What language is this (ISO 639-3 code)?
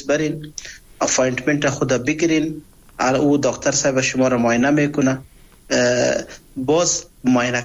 fas